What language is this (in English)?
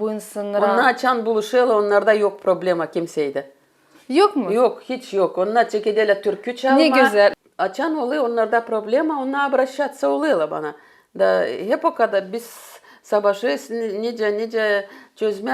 Gagauz